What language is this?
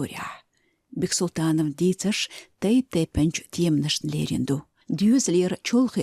Chechen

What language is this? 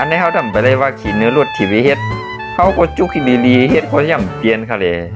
Shan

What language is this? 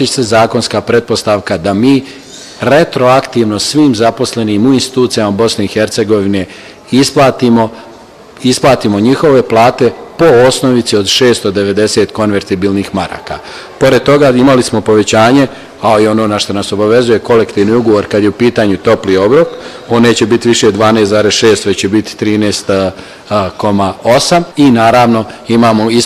Bosnian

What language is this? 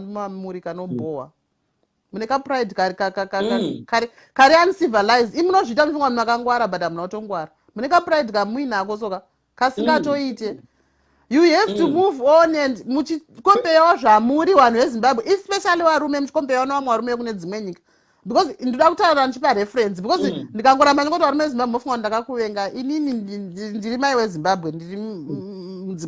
Shona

